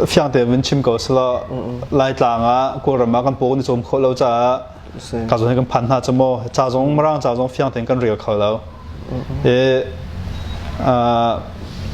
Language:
Hakha Chin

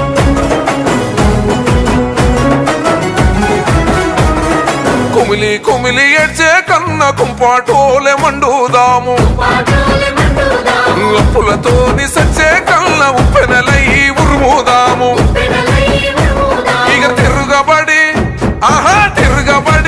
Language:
Telugu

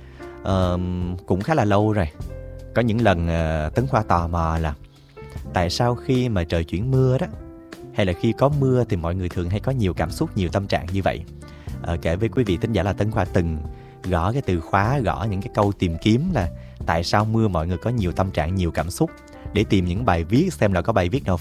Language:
Vietnamese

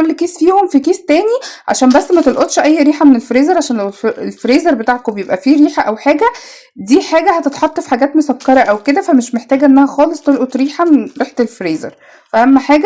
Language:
Egyptian Arabic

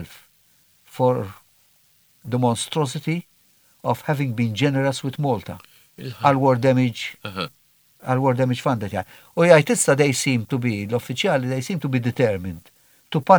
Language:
Maltese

